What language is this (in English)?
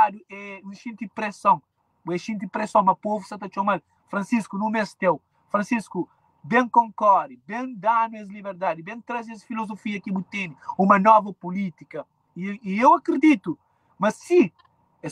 Kabuverdianu